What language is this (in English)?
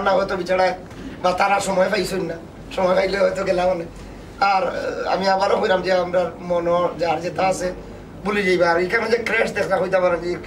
Sylheti